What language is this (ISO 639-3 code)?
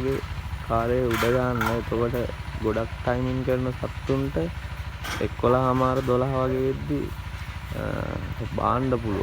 sin